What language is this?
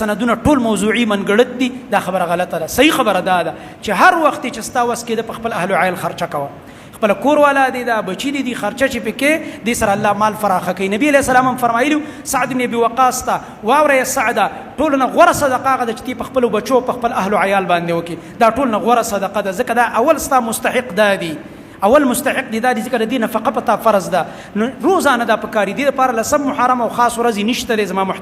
Pashto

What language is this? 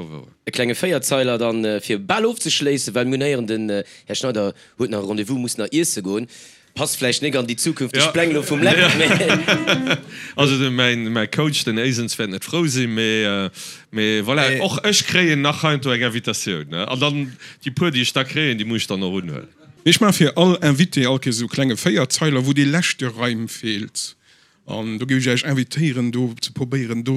Luxembourgish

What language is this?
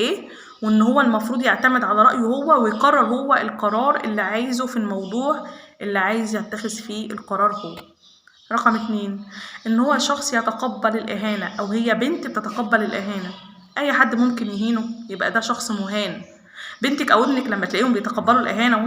Egyptian Arabic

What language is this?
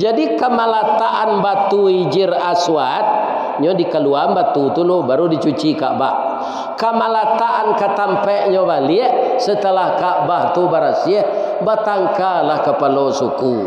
Minangkabau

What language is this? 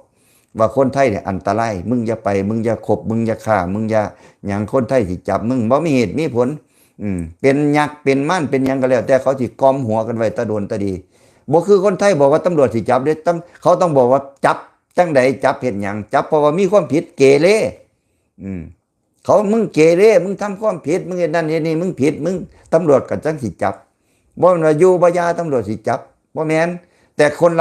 Lao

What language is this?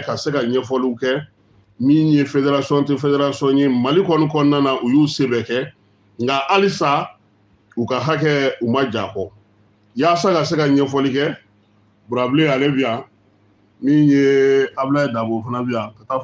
Bambara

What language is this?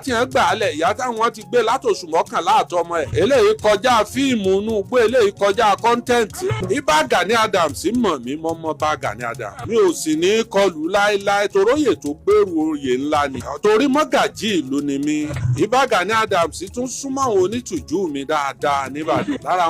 Yoruba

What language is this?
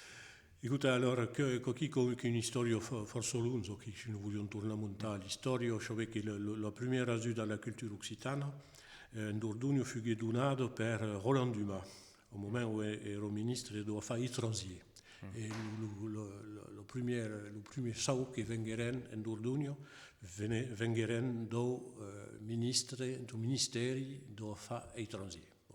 Occitan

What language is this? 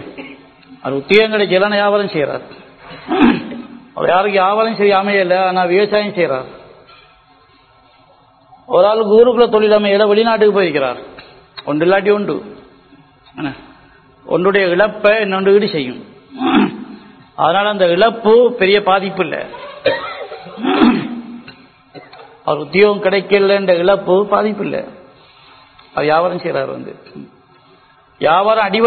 Tamil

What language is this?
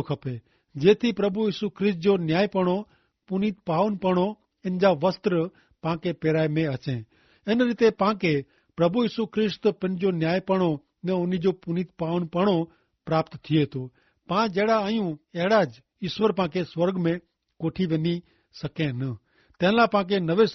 Kachhi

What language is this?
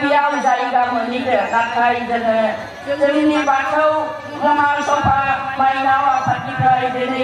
Bodo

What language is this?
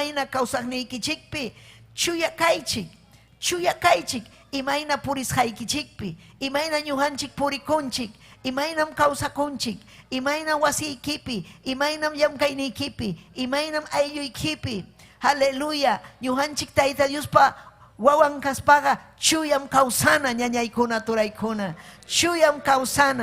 Ayacucho Quechua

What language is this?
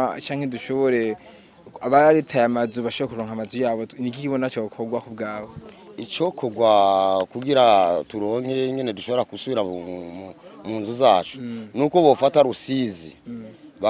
Rundi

